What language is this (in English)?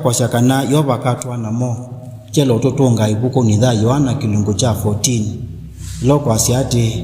Kamba